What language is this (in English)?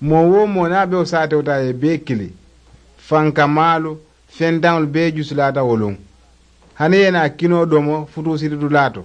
Mandingo